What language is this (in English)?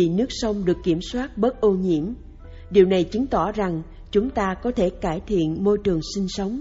Vietnamese